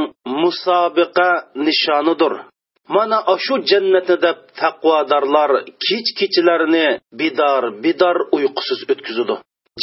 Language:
Uyghur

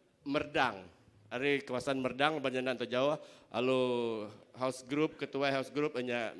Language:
Iban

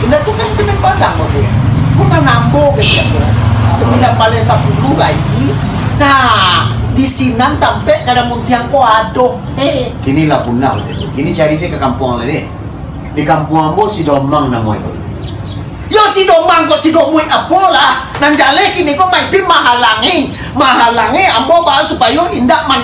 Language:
Minangkabau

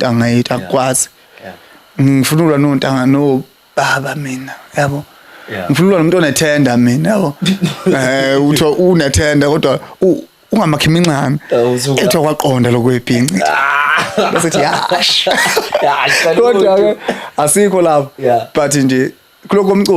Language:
Zulu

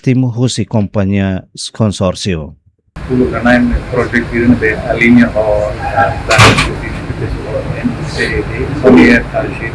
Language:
Tetum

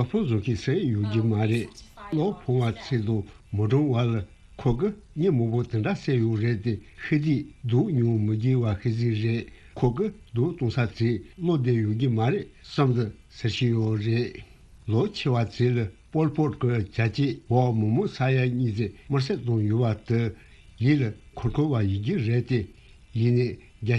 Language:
Tibetan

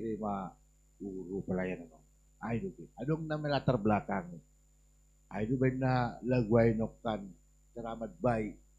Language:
Batak Simalungun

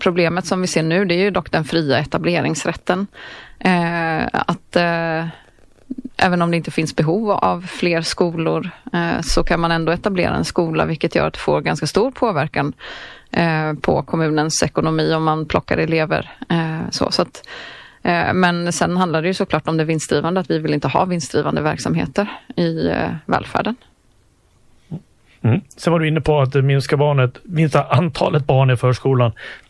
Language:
Swedish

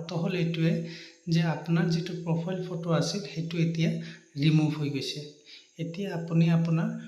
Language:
Assamese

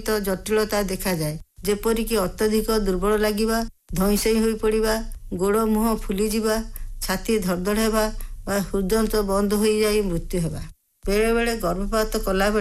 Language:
Odia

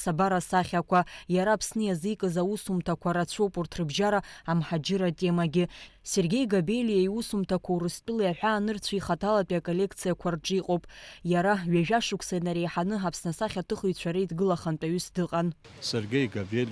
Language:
Abkhazian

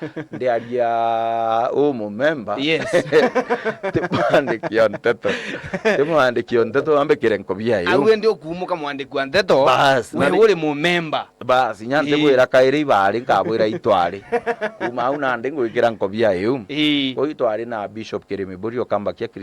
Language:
Meru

